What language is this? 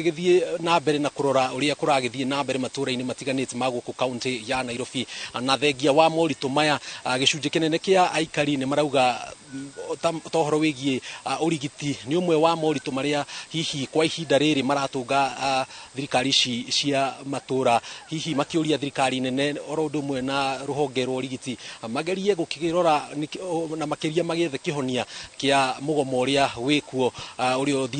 Kikuyu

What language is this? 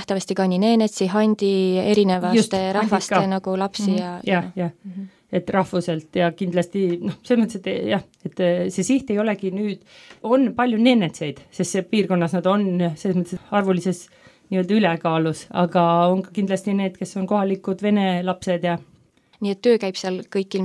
Estonian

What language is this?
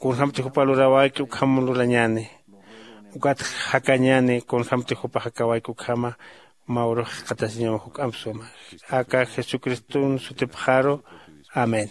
Aymara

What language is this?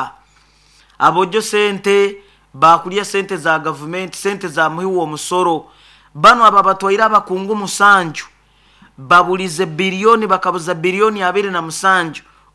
Nyoro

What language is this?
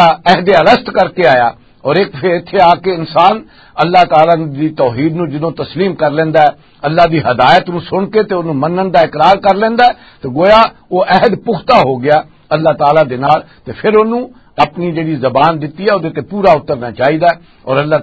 Western Panjabi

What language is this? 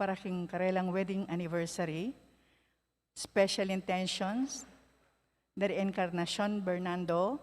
Pampanga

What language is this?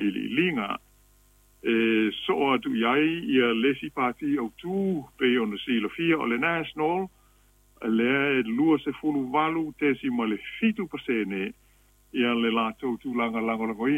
Samoan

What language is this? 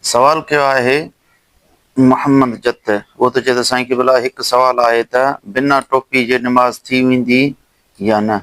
Sindhi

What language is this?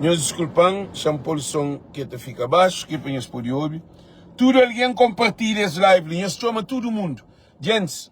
Kabuverdianu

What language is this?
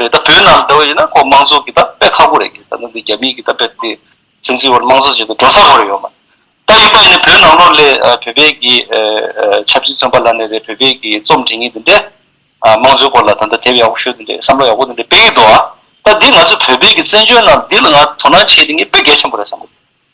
Tibetan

